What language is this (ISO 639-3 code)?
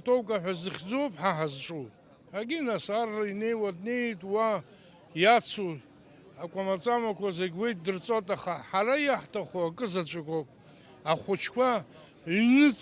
abk